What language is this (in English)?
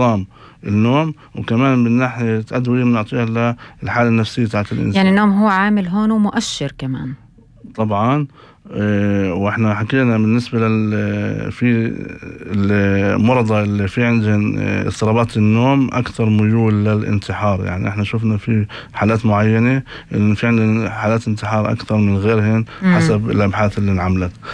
North Levantine Arabic